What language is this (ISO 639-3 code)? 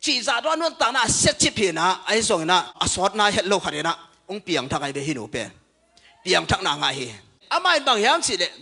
ctd